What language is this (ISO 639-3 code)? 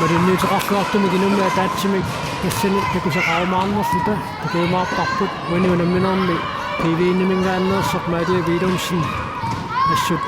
kal